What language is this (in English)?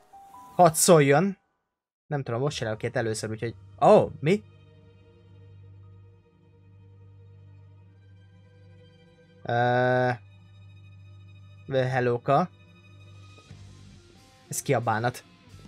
Hungarian